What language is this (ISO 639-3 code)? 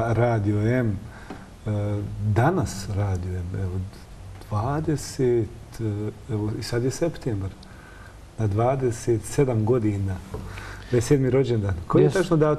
bos